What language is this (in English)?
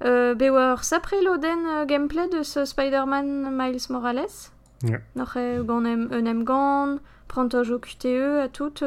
Breton